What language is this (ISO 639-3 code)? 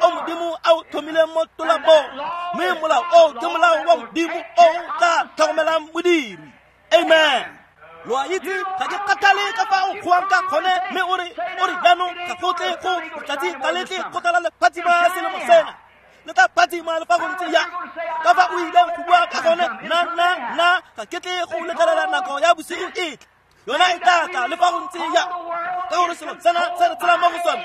tsn